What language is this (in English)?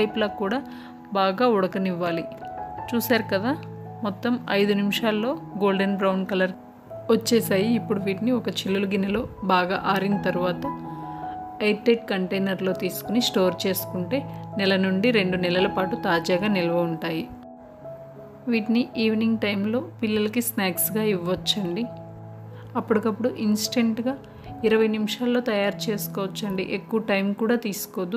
Telugu